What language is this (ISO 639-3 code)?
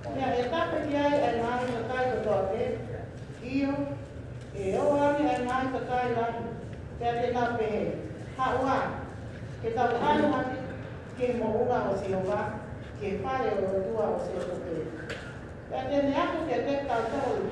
ton